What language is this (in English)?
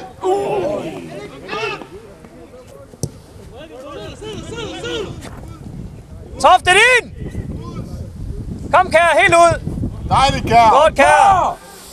Danish